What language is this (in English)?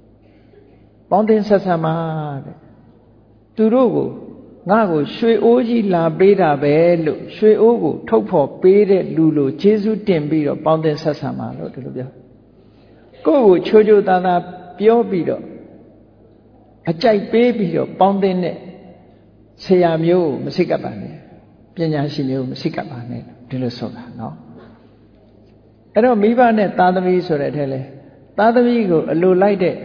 Burmese